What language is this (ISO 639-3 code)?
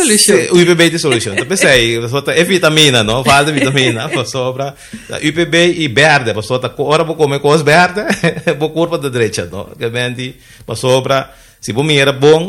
pap